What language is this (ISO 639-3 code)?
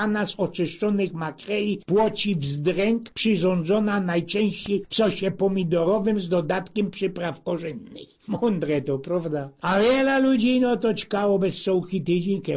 szl